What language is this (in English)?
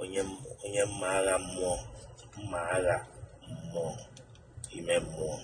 Igbo